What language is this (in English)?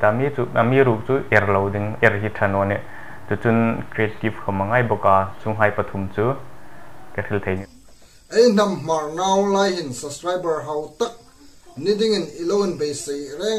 Hmar